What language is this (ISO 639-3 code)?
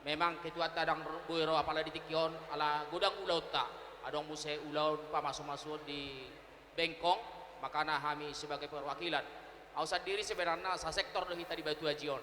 bbc